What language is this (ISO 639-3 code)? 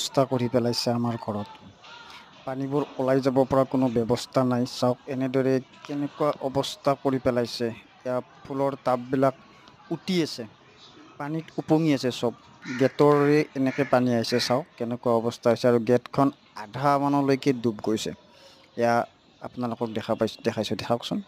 asm